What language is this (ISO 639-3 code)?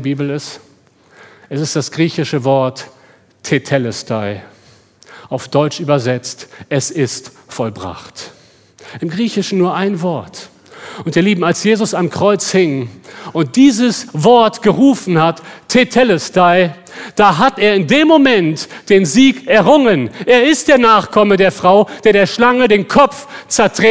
deu